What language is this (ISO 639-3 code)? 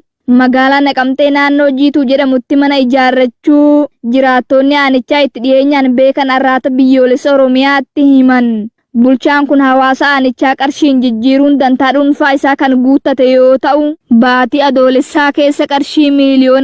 orm